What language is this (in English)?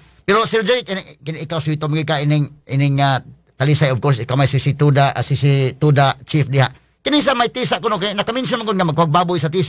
Cebuano